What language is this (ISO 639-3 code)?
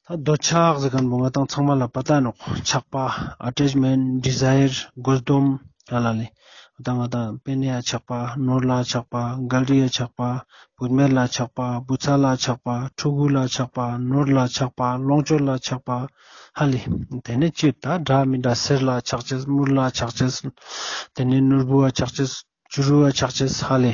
lbj